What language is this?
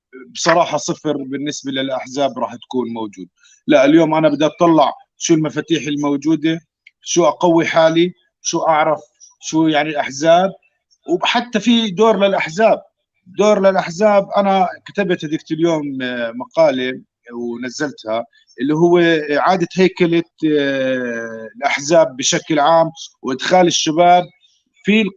North Levantine Arabic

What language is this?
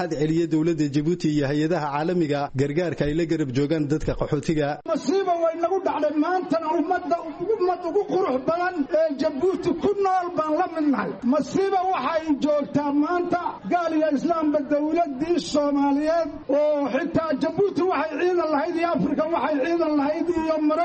Somali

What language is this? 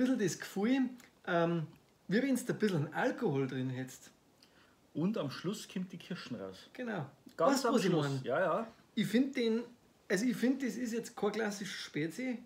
Bavarian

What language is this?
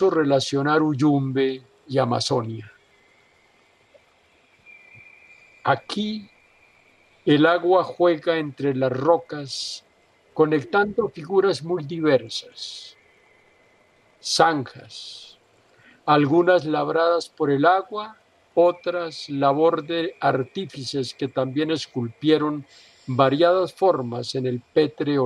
Spanish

